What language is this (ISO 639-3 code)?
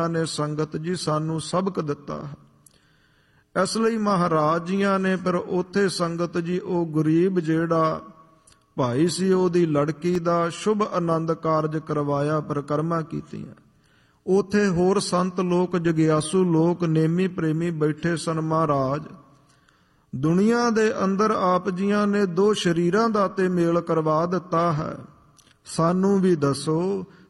pan